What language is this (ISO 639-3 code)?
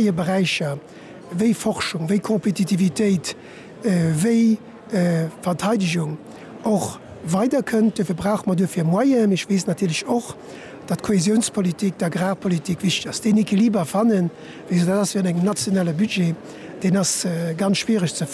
ltz